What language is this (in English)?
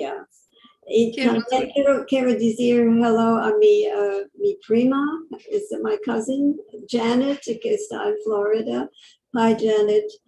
Ladino